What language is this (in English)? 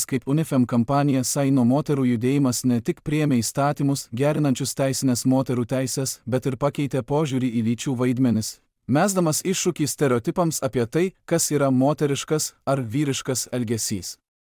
Lithuanian